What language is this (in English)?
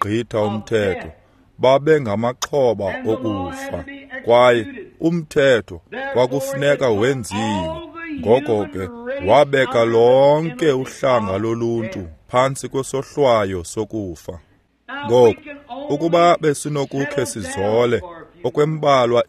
Xhosa